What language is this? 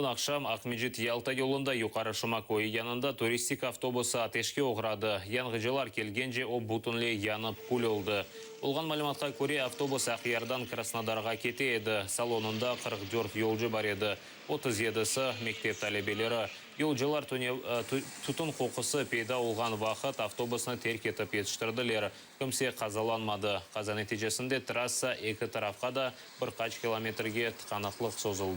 Crimean Tatar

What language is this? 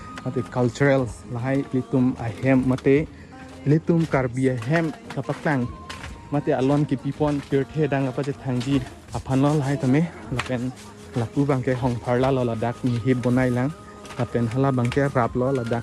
Karbi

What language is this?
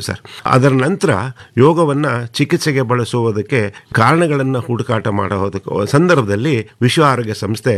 Kannada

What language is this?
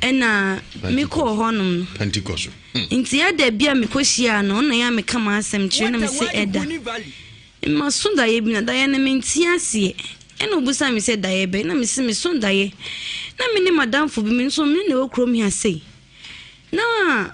Akan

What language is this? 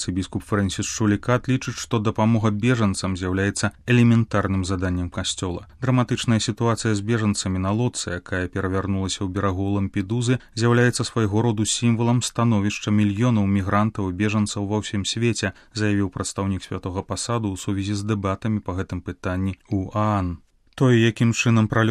Belarusian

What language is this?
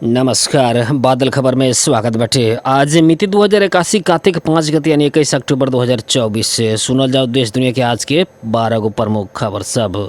Bhojpuri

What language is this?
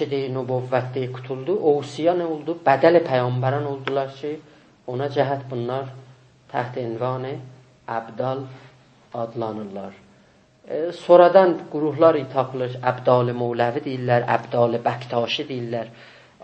South Azerbaijani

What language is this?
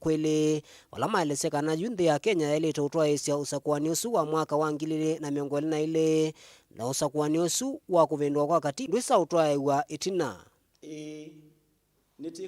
Kamba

